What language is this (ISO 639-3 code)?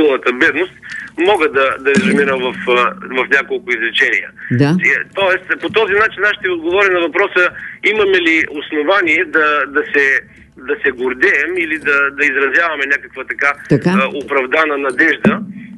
bul